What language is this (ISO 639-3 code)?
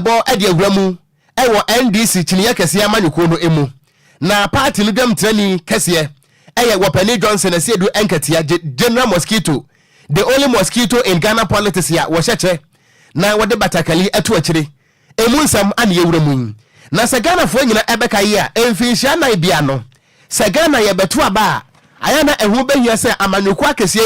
aka